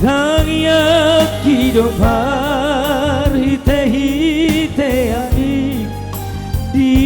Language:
Batak Toba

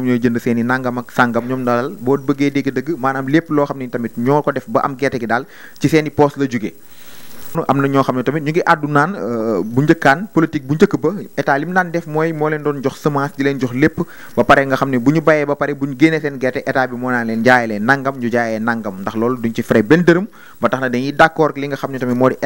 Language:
Wolof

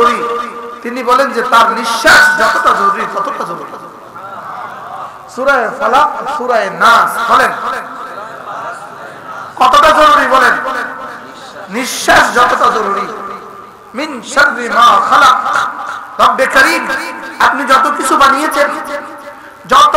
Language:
Bangla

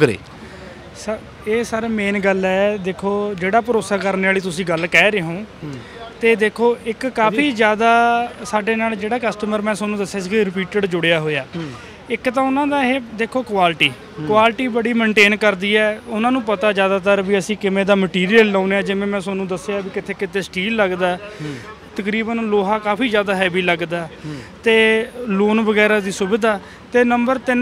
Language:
Punjabi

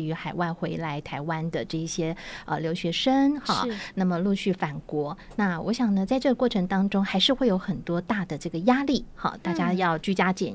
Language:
Chinese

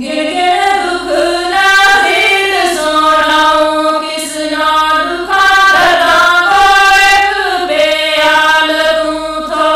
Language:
Gujari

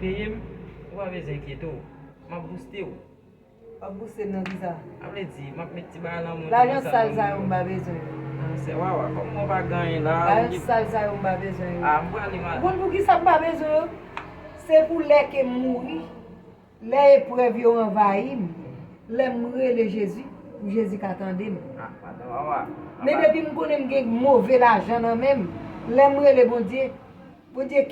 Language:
Haitian Creole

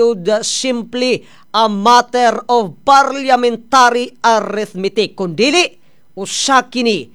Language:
Cebuano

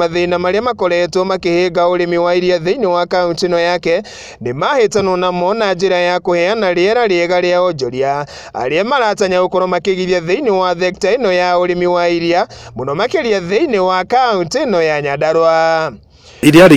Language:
Kikuyu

